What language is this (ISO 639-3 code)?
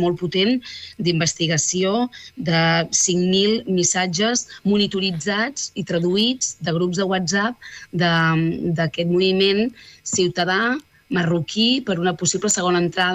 cat